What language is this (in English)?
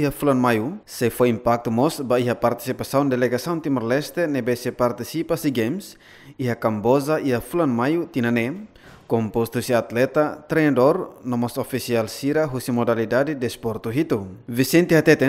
Tetum